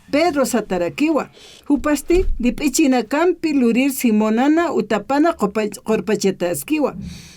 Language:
Aymara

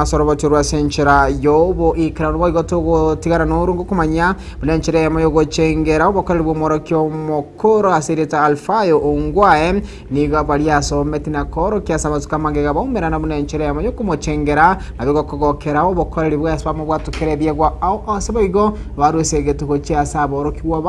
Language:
Gusii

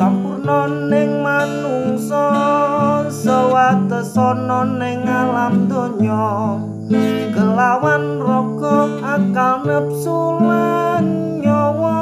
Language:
Javanese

